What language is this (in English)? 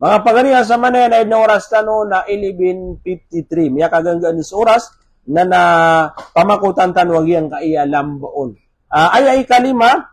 Maranao